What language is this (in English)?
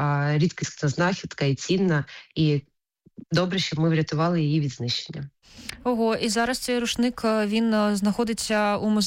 Ukrainian